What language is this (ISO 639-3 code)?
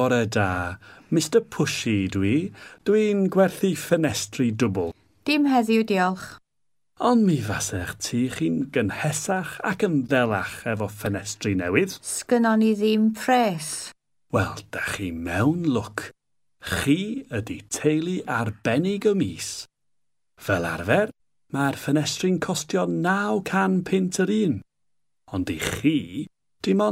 cym